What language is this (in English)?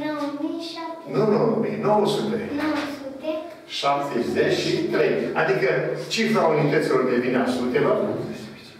Romanian